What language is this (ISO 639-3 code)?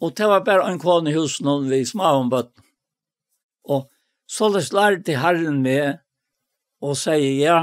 fao